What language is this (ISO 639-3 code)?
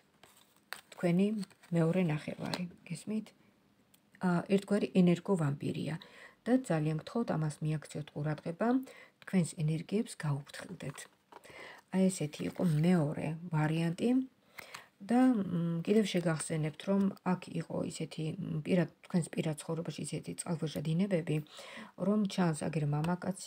kat